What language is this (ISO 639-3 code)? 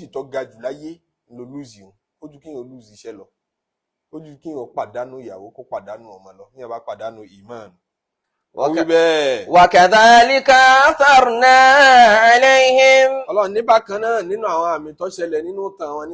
yor